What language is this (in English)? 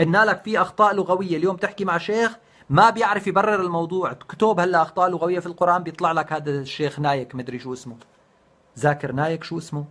North Levantine Arabic